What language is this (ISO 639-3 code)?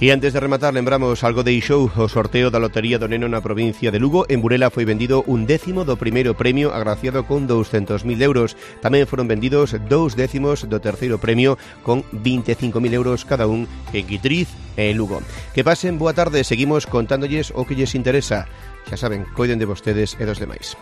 glg